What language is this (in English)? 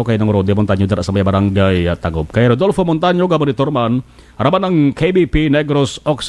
Hiligaynon